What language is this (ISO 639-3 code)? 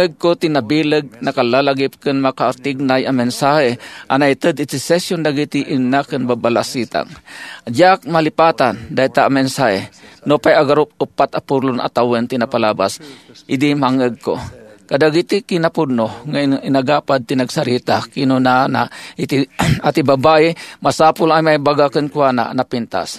ilo